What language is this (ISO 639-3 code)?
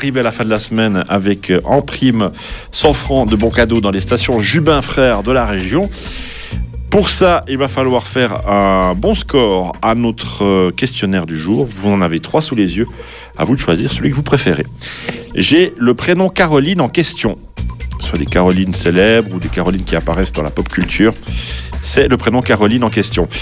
fra